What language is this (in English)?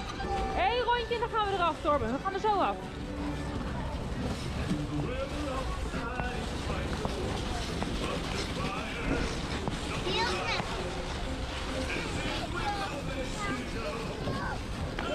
Dutch